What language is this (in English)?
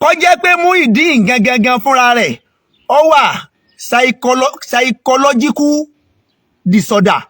Yoruba